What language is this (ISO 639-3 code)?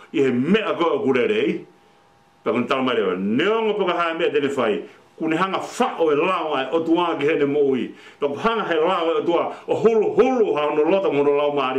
ton